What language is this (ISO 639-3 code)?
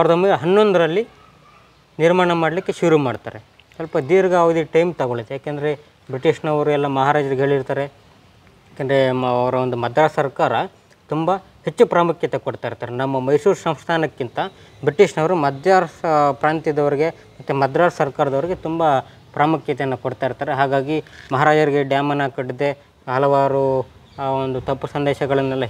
kan